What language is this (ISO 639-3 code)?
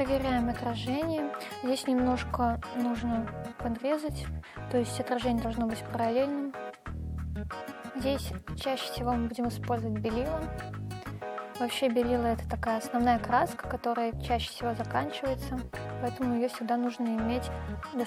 rus